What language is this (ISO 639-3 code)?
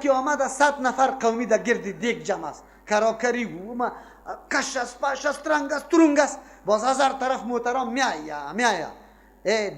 fas